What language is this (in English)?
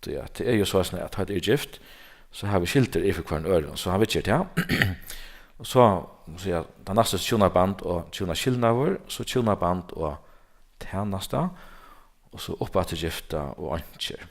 Faroese